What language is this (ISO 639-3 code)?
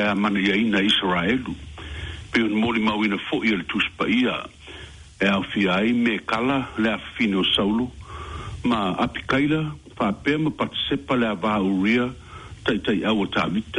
smo